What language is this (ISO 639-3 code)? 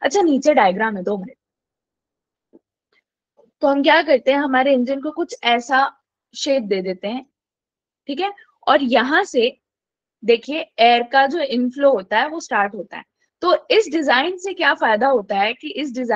hin